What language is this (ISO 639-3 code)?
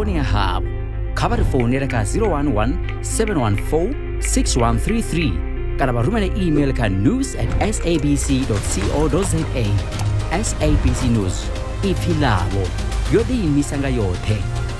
ven